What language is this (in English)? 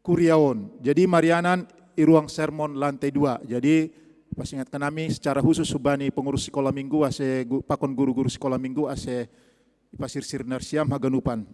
Batak Simalungun